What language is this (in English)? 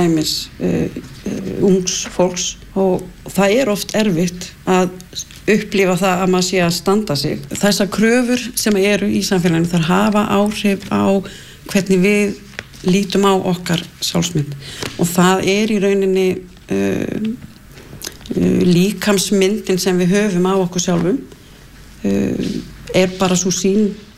Icelandic